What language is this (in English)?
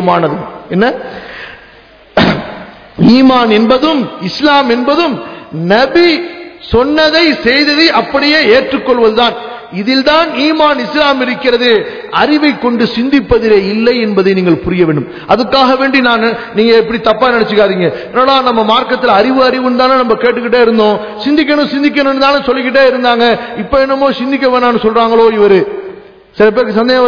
Tamil